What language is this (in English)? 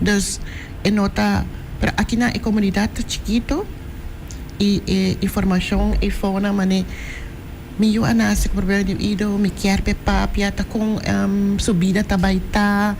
Papiamento